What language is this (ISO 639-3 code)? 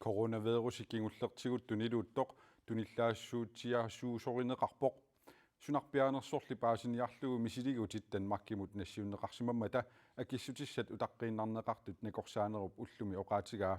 kal